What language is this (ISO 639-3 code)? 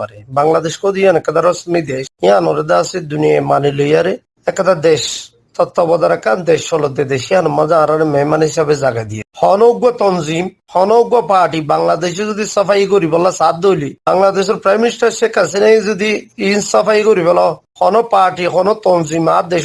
rhg